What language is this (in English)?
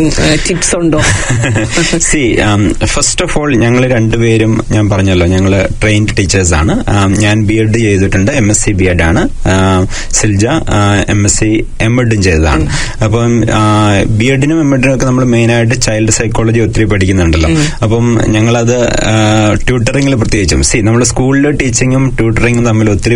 Malayalam